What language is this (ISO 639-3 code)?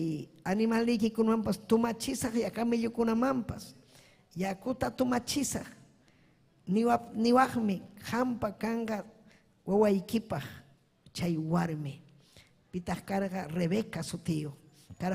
quy